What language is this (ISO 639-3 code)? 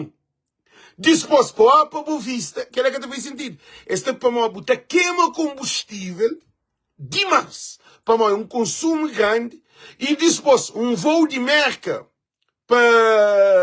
kea